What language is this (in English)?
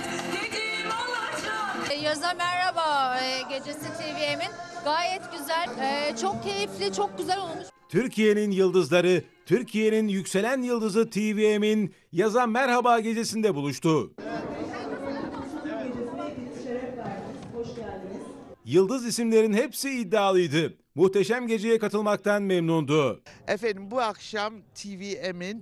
Turkish